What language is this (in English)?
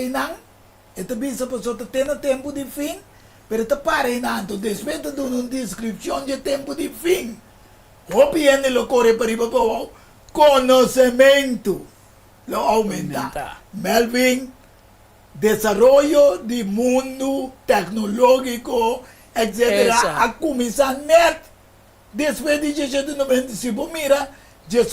Papiamento